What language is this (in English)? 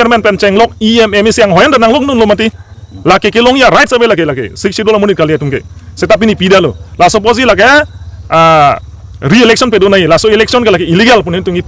Karbi